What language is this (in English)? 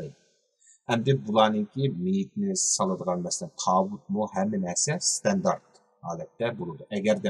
Uyghur